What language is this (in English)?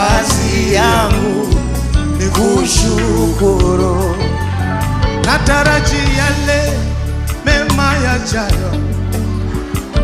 Swahili